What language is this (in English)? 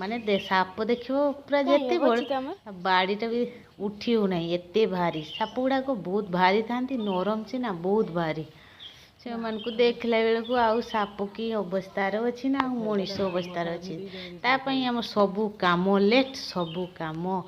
Odia